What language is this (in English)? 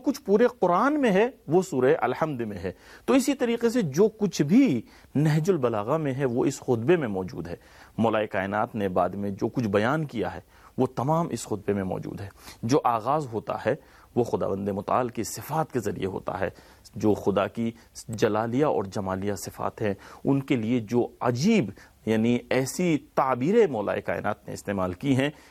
Urdu